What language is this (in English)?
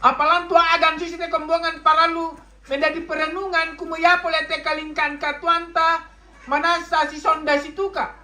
Toraja-Sa'dan